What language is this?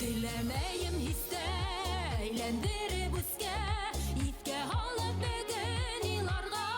Bashkir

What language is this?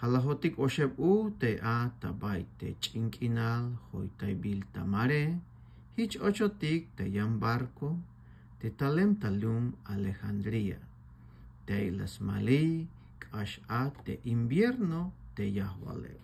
Tzeltal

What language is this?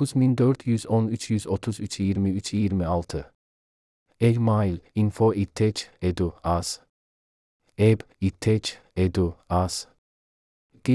Azerbaijani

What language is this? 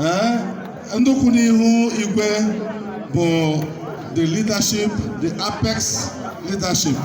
Igbo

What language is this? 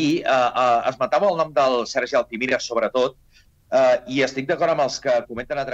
Catalan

